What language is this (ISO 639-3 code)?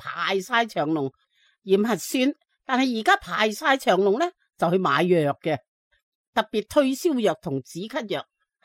yue